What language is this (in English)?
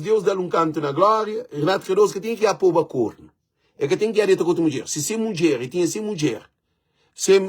Kabuverdianu